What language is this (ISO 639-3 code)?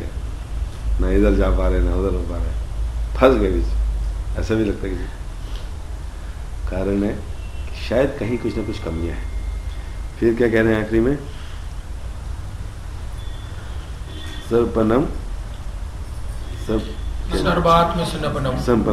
hin